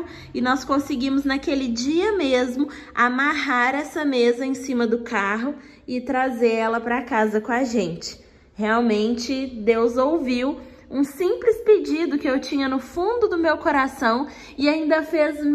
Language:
Portuguese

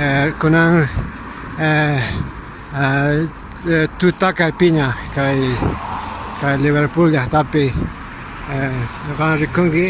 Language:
Quechua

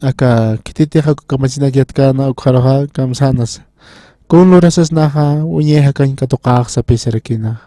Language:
Aymara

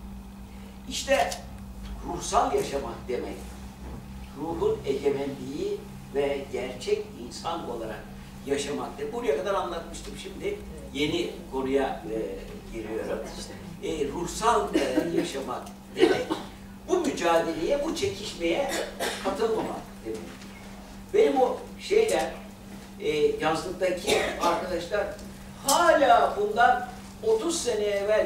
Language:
Turkish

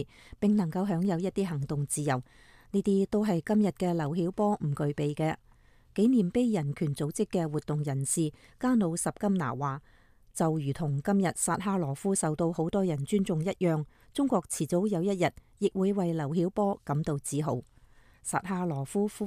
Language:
Cantonese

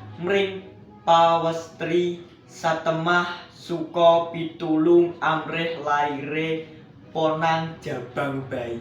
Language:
Javanese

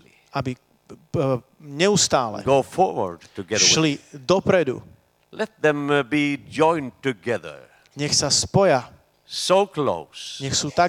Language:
Slovak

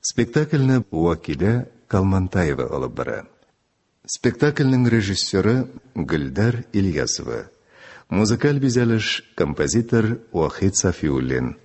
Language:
Tatar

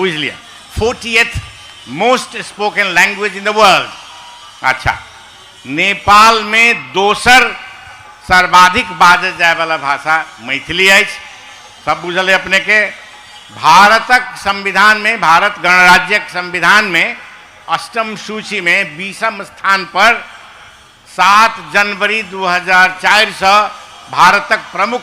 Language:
Maithili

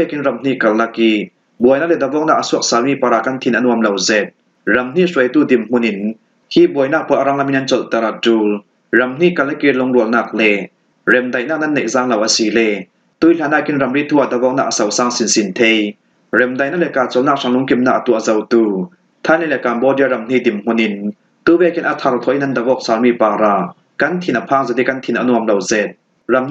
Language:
Falam Chin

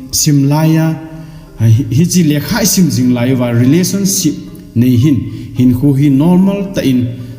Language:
Thado Chin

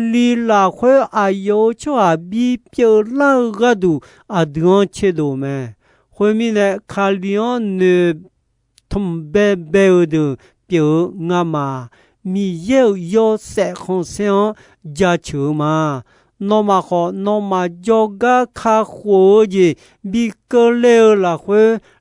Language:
Akha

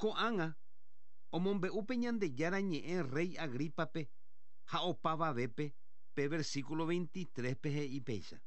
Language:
Guarani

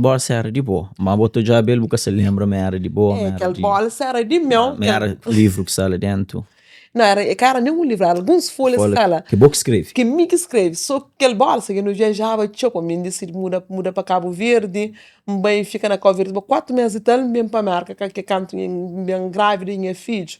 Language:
Kabuverdianu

